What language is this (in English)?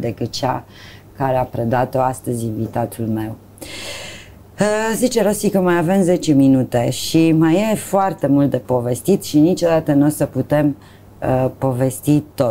Romanian